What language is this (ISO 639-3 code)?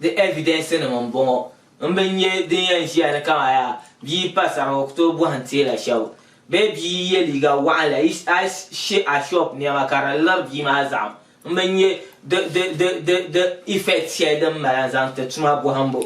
dag